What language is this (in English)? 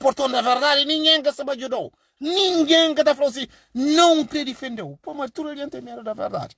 Kabuverdianu